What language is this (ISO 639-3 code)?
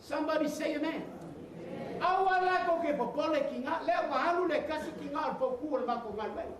smo